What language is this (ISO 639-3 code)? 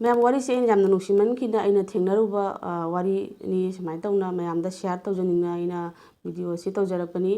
mni